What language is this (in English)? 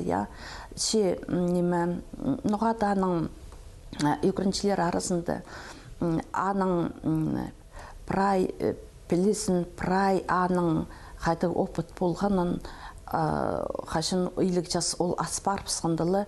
Khakas